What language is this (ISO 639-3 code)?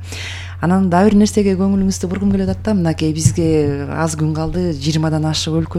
kir